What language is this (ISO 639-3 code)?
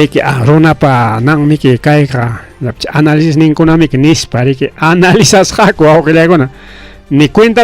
quy